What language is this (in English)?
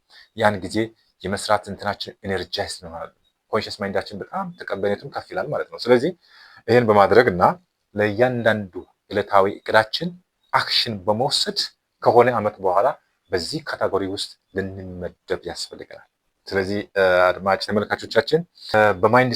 Amharic